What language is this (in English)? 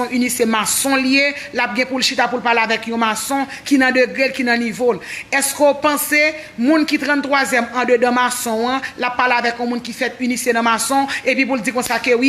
Haitian Creole